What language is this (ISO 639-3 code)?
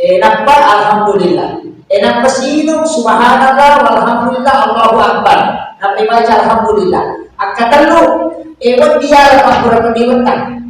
bug